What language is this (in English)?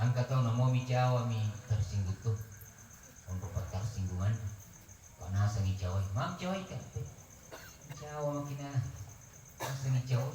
Buginese